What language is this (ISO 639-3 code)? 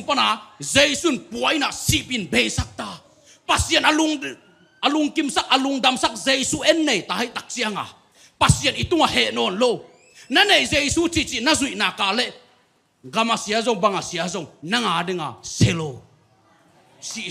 ctd